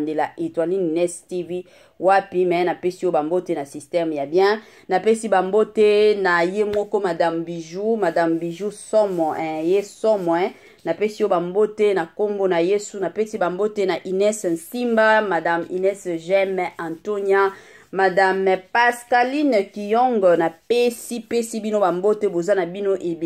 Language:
Lingala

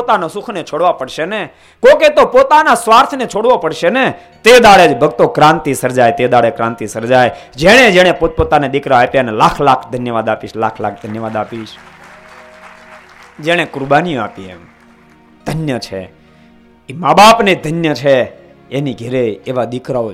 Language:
Gujarati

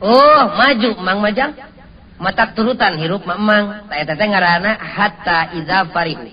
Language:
Sundanese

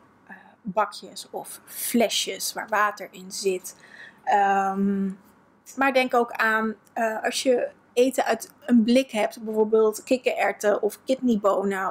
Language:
Dutch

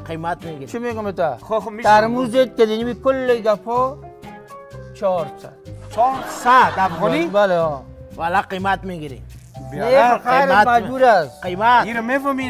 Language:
Persian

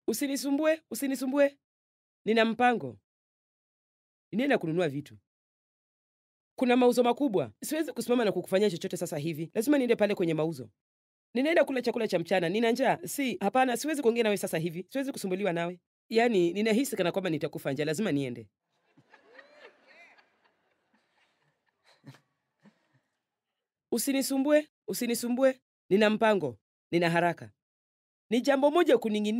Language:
Swahili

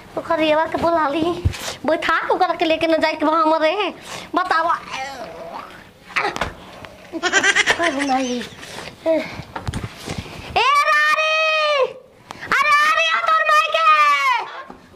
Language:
Bhojpuri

